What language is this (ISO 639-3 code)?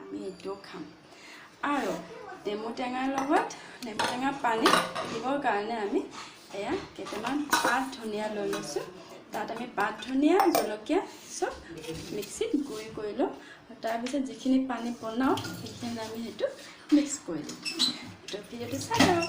asm